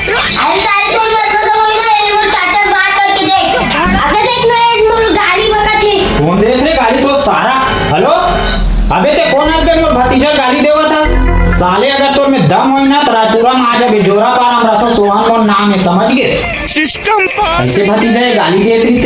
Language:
Chhattisgarhi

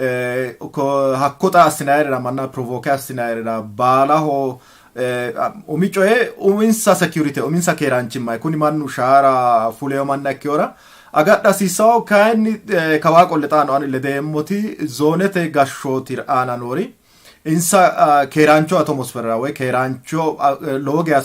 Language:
Sidamo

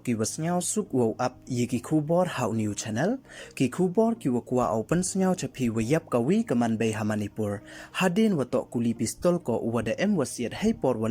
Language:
Pnar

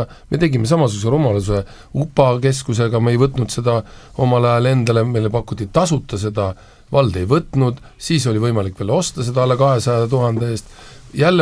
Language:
Estonian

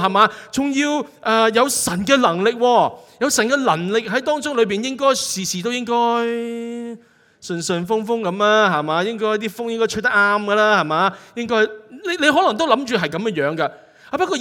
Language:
Cantonese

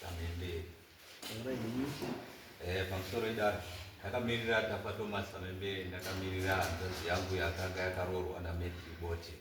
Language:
Shona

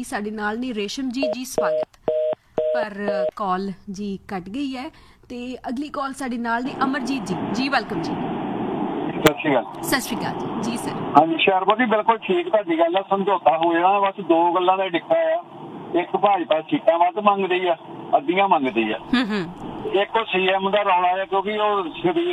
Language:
Punjabi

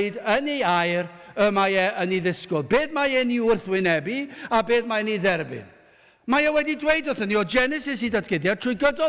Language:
Welsh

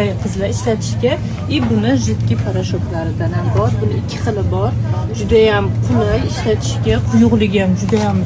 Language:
Uzbek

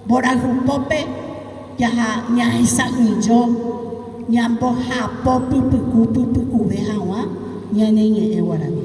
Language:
Guarani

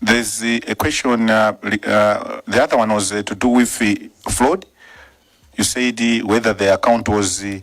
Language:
English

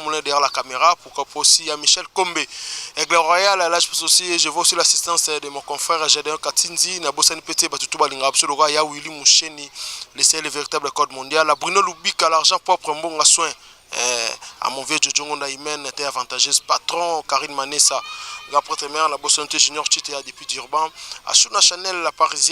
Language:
Lingala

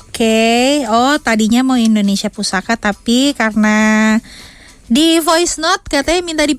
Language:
Indonesian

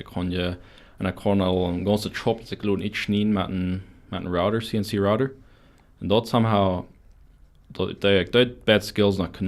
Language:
Plautdietsch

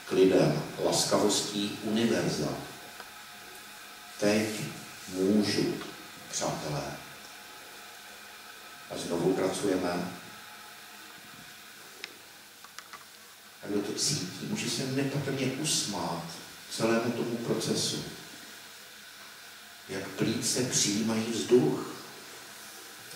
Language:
Czech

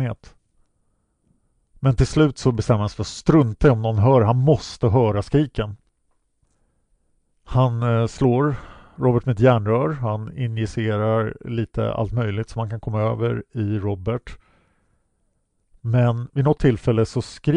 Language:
Swedish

